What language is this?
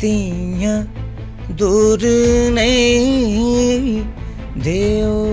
Dogri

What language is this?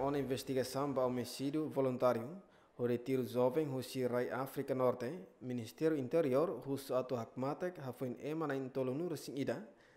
Tetum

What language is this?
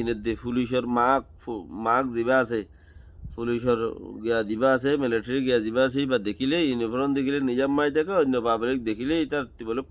Rohingya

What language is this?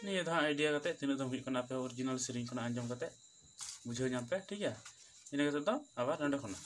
Santali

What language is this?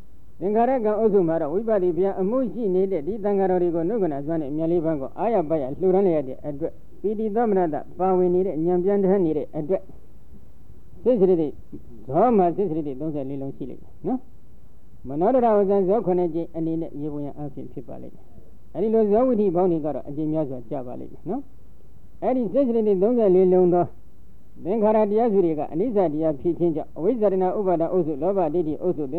Burmese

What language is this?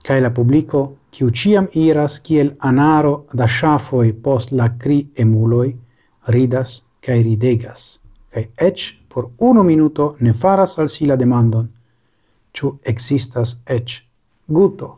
Esperanto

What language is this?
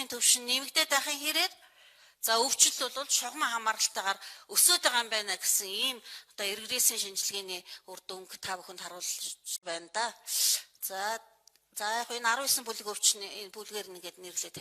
Mongolian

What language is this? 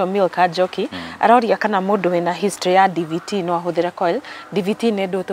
Kikuyu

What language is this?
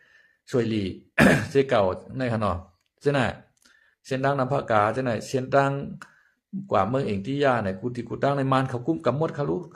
Shan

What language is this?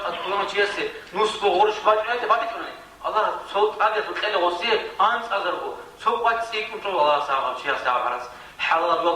Avaric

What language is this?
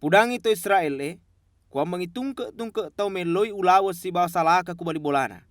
Buginese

